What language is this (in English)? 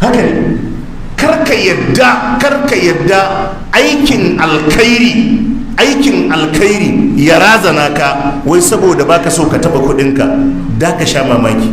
Hausa